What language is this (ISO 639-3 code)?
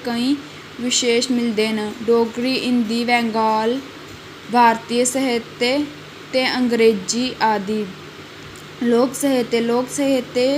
doi